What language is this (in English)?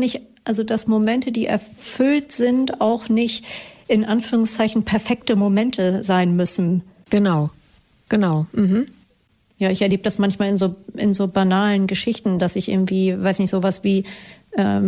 German